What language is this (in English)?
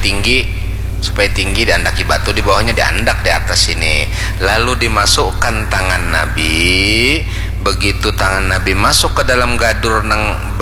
Banjar